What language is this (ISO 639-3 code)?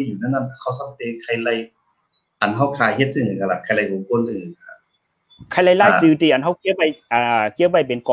shn